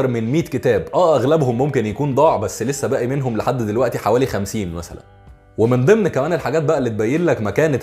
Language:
Egyptian Arabic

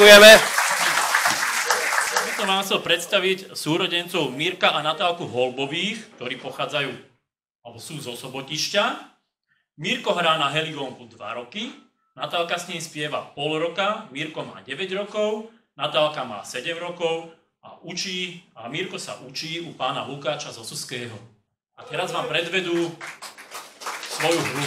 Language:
Slovak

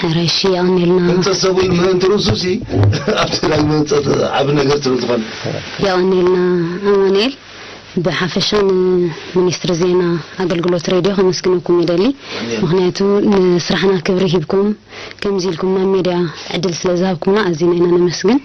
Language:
Tigrinya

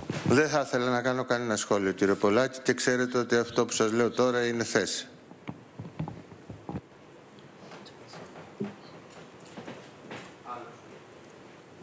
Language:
Greek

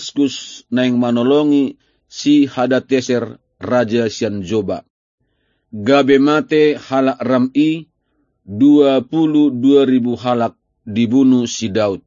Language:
Batak Toba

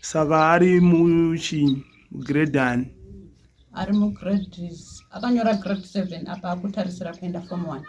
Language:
Shona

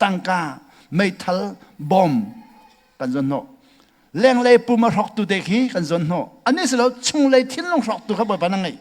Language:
Hakha Chin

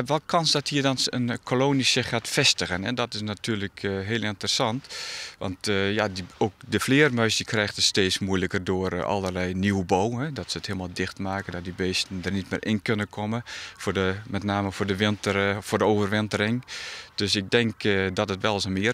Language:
Western Frisian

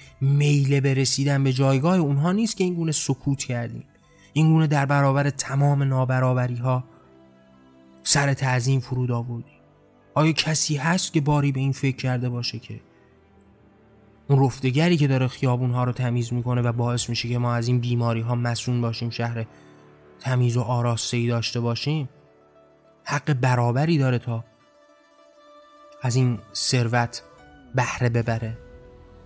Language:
Persian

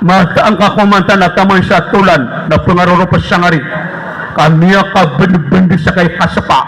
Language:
Maranao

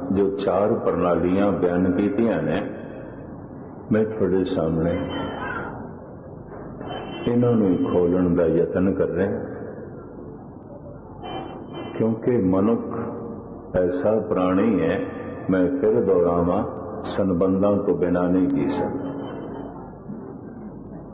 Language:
Punjabi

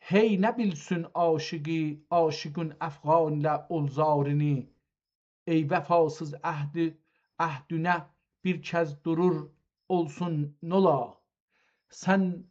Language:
South Azerbaijani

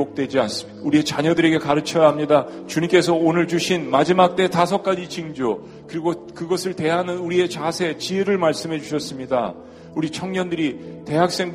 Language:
Korean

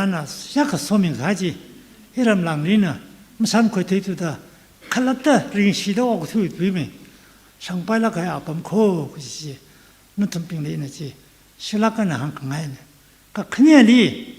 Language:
Tangkhul Naga (India)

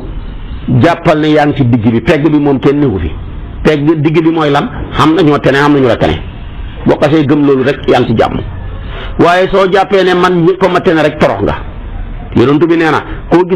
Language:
Wolof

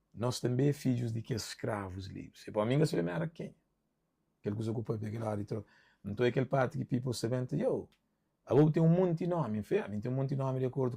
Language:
Kabuverdianu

